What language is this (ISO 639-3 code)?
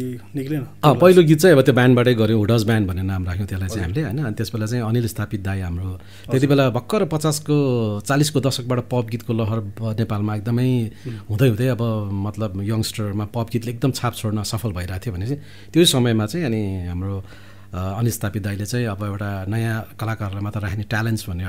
nep